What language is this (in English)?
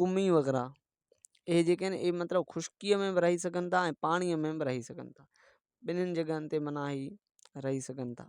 Sindhi